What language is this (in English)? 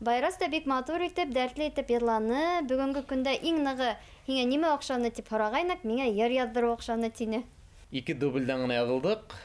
Bashkir